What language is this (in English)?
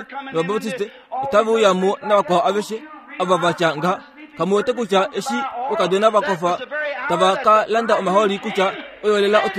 Kuanyama